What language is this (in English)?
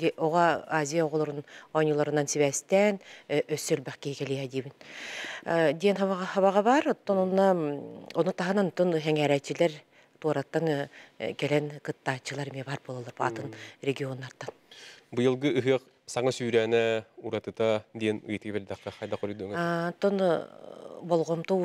Yakut